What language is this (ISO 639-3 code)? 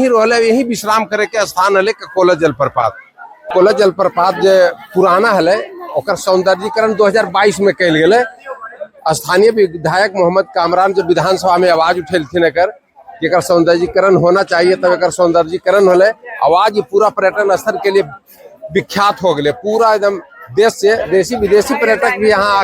mag